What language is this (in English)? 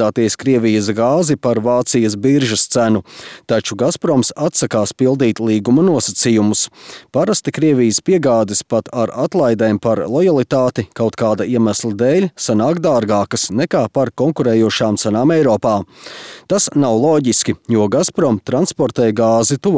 Latvian